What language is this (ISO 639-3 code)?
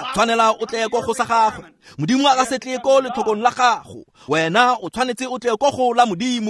tsn